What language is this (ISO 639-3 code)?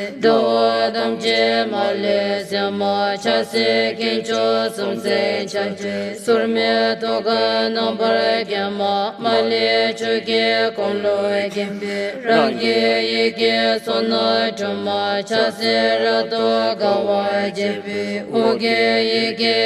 xct